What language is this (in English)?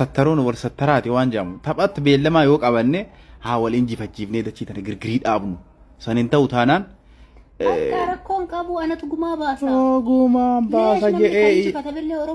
Oromo